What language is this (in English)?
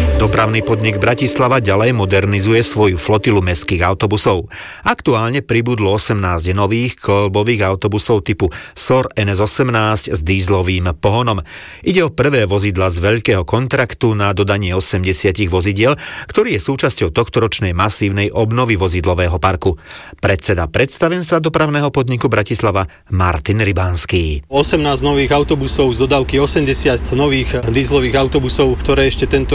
Slovak